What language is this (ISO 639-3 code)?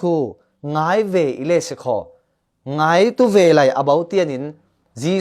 cfm